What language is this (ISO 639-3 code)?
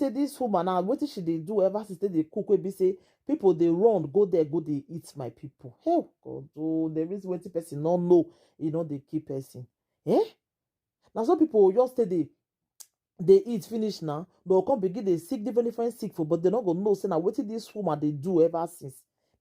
pcm